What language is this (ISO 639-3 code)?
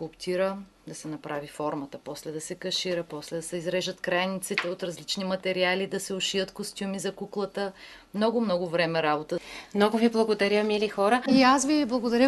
bul